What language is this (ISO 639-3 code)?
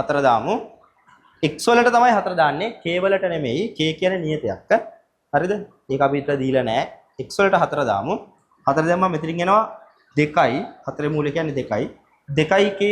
sin